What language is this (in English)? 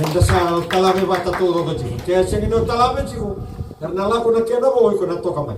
Fijian